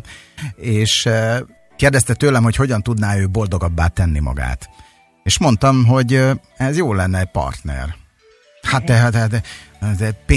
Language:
Hungarian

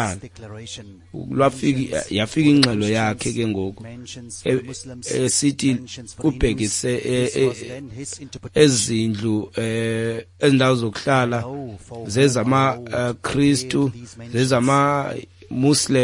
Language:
Xhosa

